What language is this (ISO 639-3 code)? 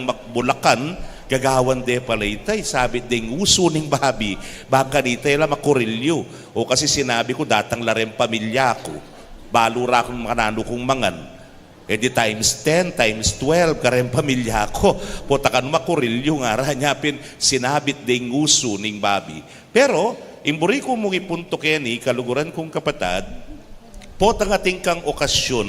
pam